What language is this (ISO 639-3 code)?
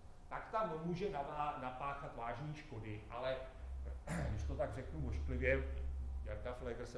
ces